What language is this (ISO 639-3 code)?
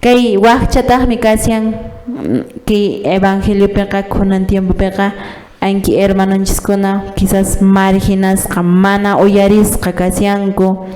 que